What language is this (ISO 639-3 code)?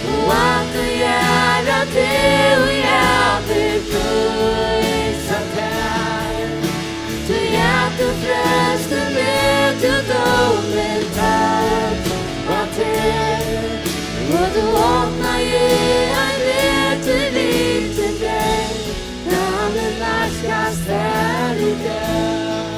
fao